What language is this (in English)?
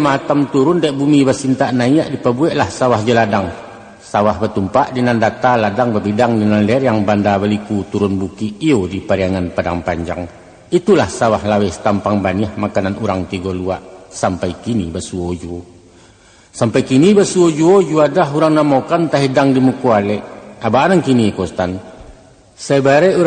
Minangkabau